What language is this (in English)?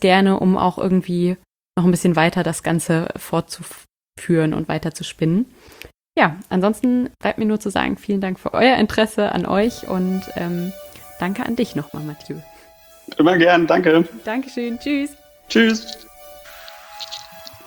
German